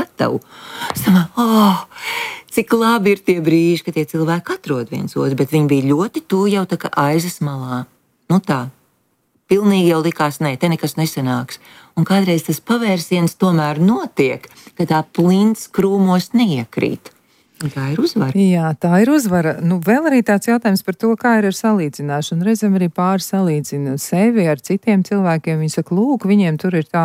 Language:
Latvian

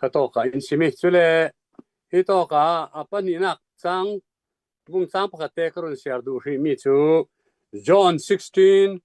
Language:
Hakha Chin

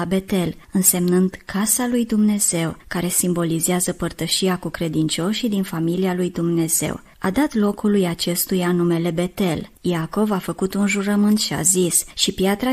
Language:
Romanian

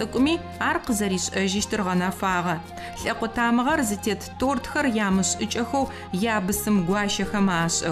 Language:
Adyghe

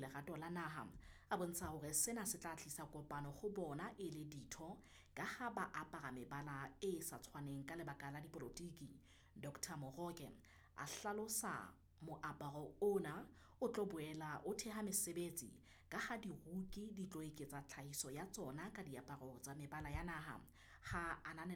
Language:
Southern Sotho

